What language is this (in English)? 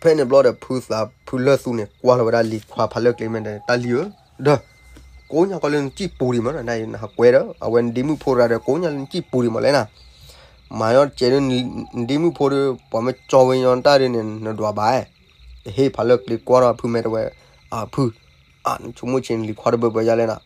S'gaw Karen